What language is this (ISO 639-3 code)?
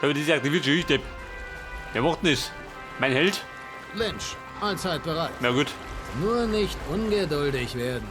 bar